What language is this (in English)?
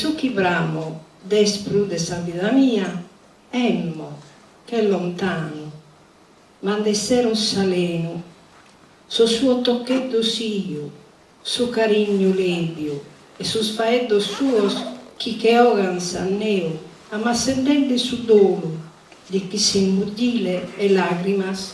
Sardinian